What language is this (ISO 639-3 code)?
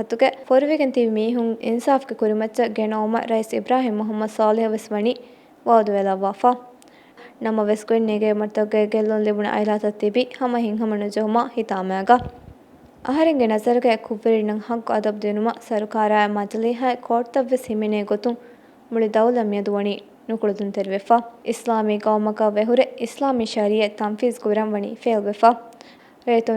div